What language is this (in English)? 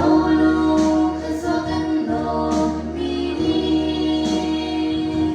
Hakha Chin